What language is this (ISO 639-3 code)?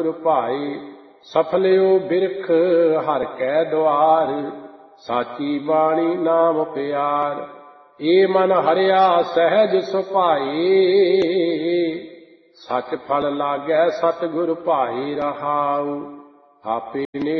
pan